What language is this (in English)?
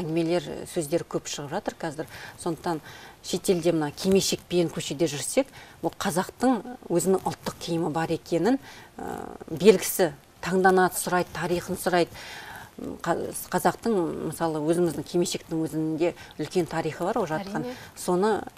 Kazakh